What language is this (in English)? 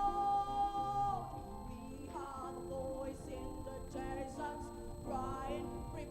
Ewe